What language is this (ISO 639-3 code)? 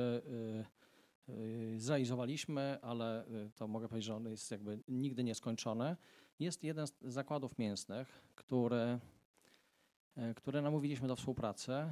pol